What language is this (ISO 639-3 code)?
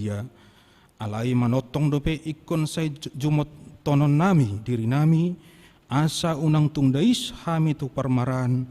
bbc